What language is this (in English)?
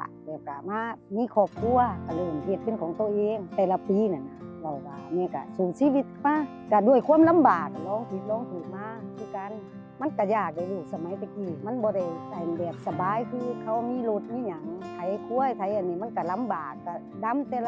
Northeastern Thai